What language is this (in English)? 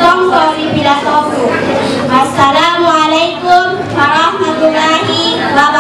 Makasar